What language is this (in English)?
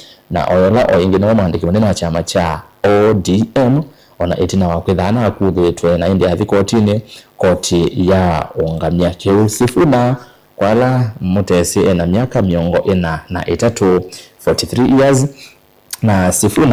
Kamba